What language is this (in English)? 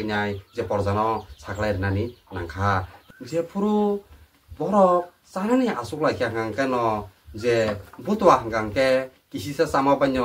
Kok Borok